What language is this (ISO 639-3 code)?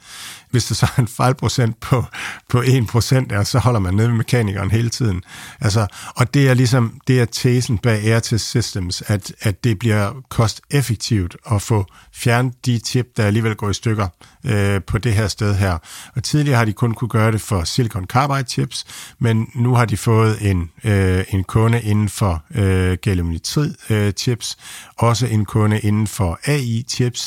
dan